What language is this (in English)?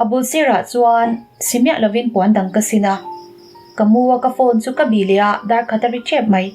Mizo